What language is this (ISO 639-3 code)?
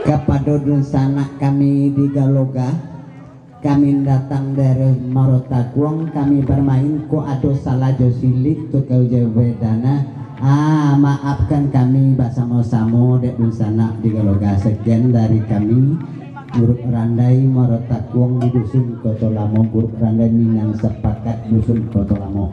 min